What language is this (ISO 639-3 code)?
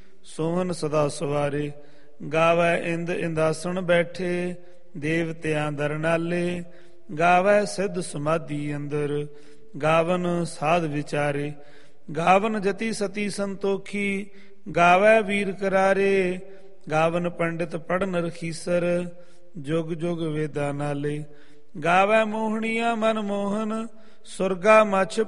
pan